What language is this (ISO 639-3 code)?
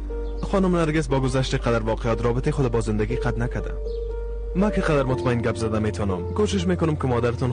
fas